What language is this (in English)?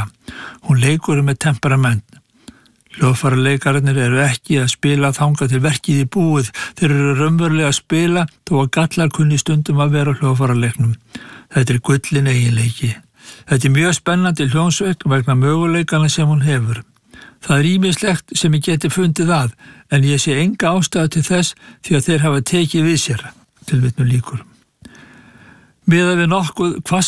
Icelandic